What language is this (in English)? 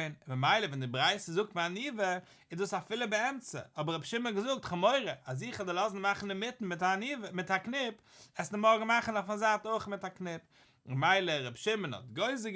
Yiddish